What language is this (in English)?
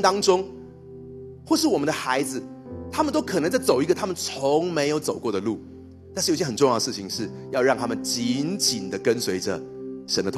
Chinese